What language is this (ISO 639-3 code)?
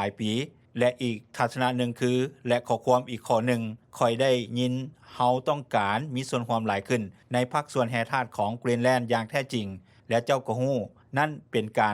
lao